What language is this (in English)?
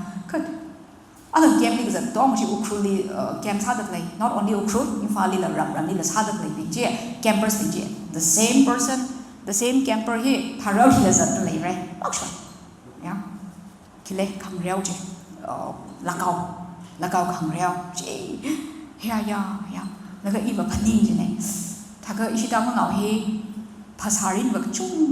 Tangkhul Naga (India)